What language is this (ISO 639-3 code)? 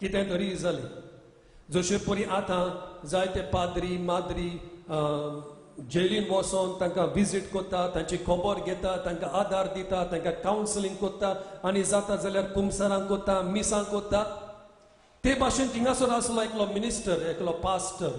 kok